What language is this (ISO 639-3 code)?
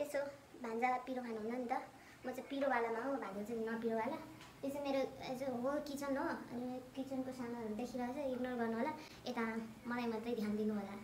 nep